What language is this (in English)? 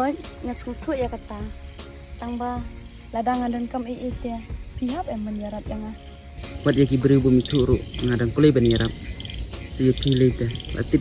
Khasi